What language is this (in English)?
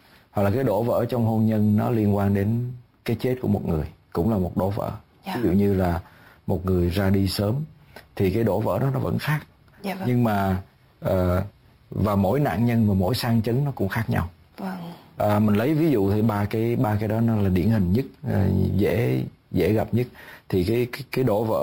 Vietnamese